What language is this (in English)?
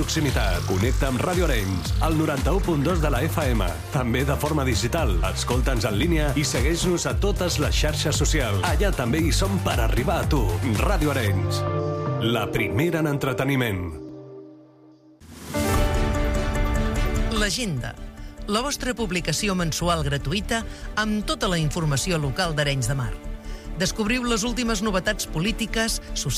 Catalan